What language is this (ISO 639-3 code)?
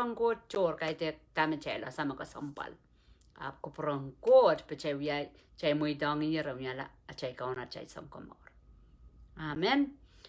pon